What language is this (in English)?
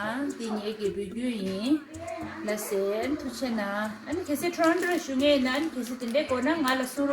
Tibetan